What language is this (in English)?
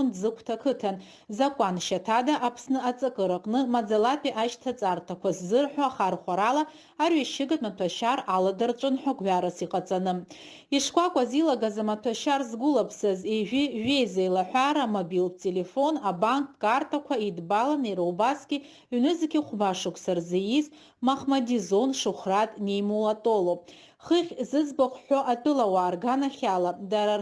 Abkhazian